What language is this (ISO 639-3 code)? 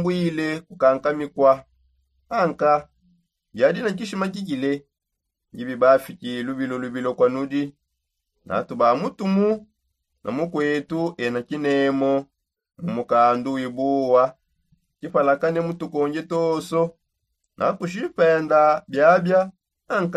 sop